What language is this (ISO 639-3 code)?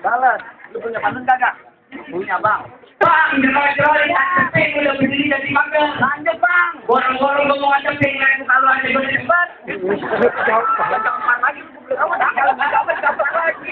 bew